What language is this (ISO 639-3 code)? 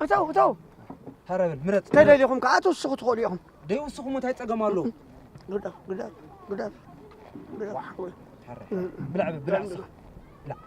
tir